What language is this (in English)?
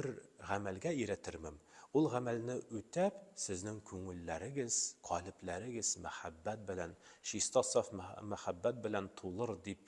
Tatar